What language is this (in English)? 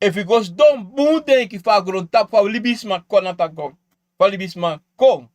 Sranan Tongo